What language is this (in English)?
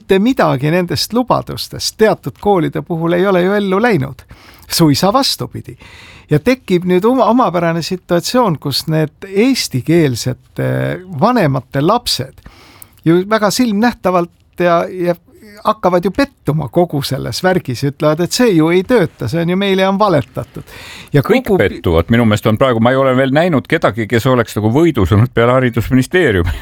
Estonian